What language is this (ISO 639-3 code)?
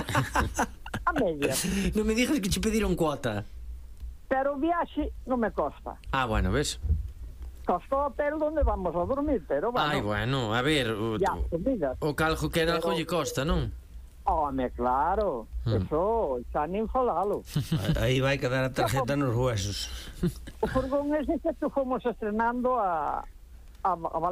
glg